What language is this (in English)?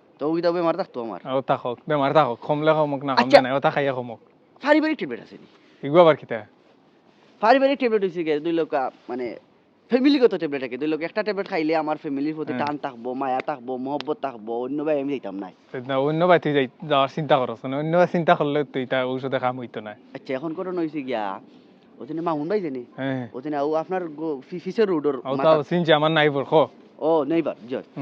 Sylheti